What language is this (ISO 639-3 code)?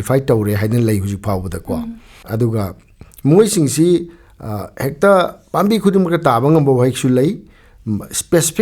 mni